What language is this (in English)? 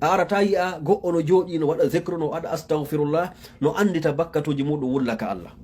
Fula